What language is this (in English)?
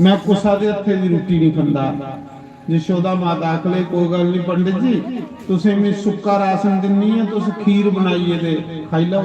Dogri